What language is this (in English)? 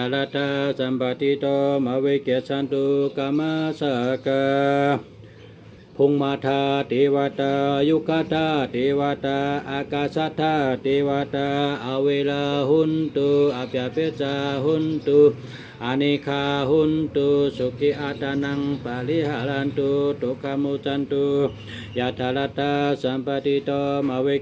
Shan